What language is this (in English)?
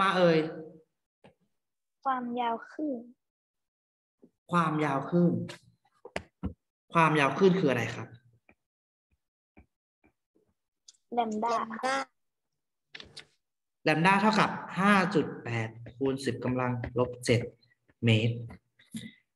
Thai